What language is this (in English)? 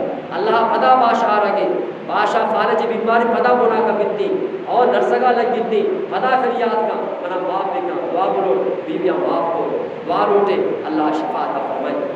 Eastern Balochi